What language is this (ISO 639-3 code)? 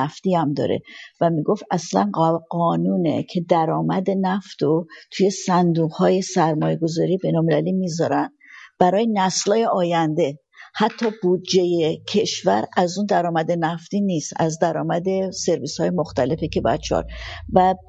fas